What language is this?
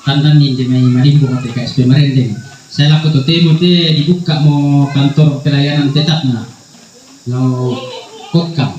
Toraja-Sa'dan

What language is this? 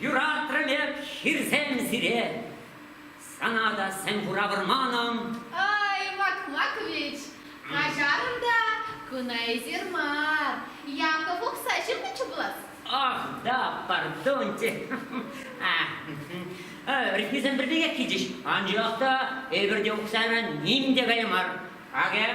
Chuvash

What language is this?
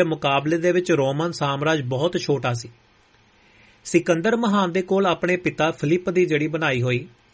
Punjabi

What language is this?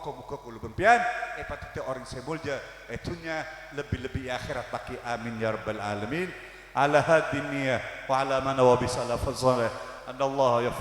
Madurese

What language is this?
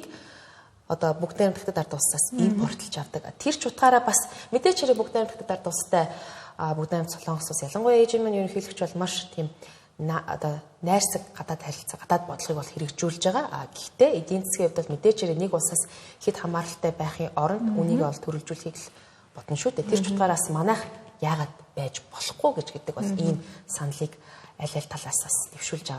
Mongolian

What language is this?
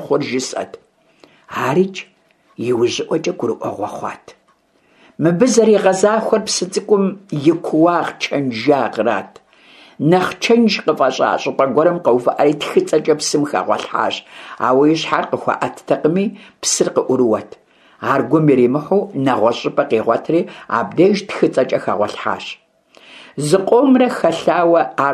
Kabardian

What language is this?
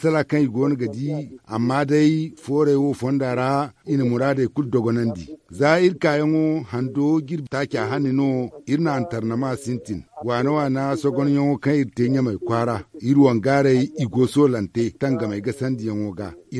Zarma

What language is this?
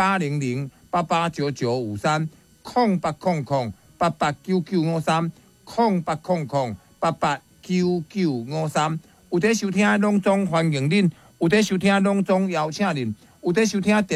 Min Nan Chinese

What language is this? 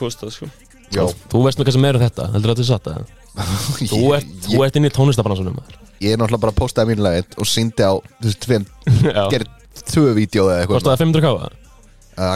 Icelandic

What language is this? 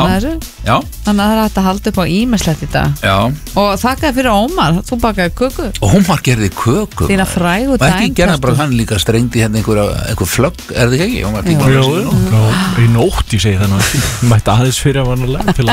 Icelandic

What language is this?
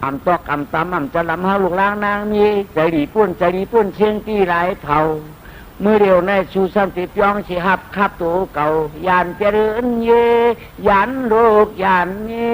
Shan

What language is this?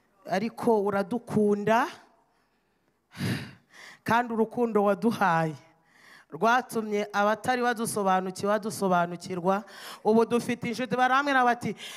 Kinyarwanda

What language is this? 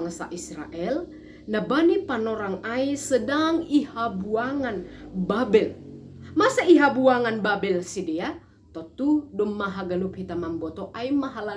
Batak Simalungun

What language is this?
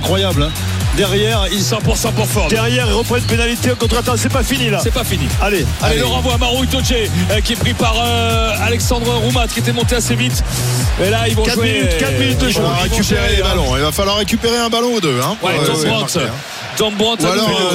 French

